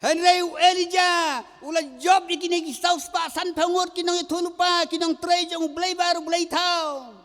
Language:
Khasi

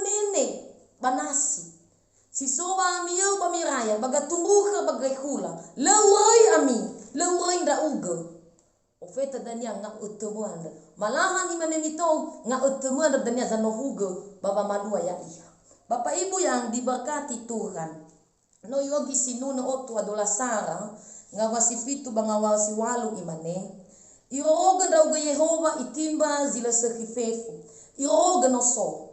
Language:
Nias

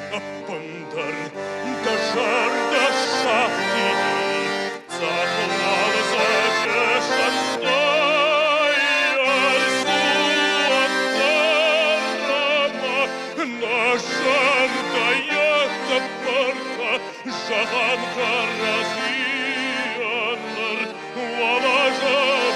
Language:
Ossetic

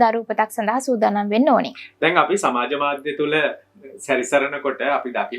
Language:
Sinhala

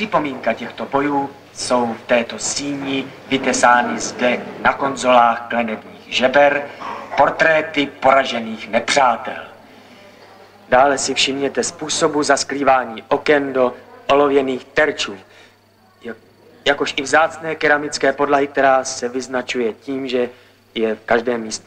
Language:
Czech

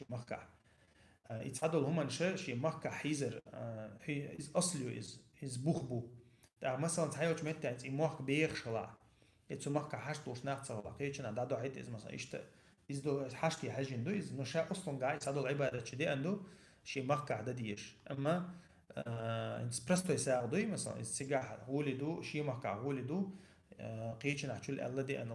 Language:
Chechen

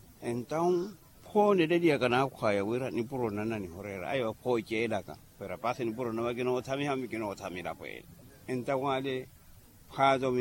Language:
Makhuwa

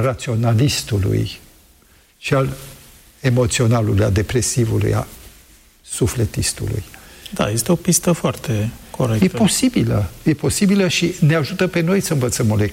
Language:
Romanian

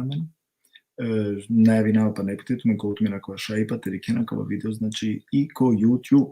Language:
Balkan Romani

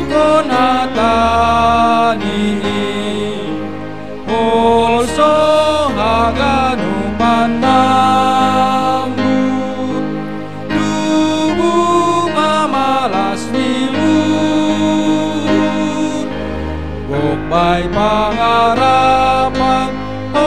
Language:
Batak Simalungun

